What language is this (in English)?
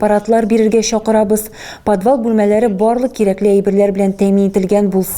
Tatar